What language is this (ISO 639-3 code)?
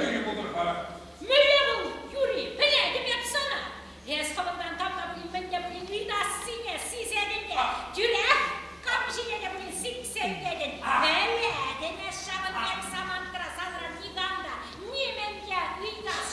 chv